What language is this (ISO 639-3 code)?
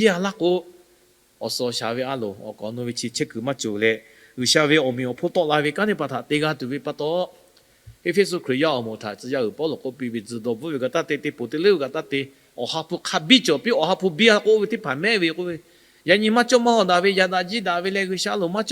lhu